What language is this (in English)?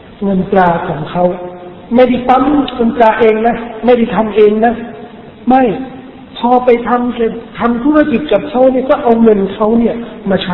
Thai